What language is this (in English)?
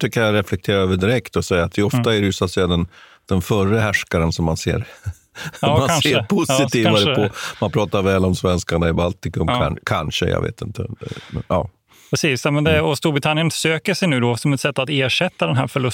Swedish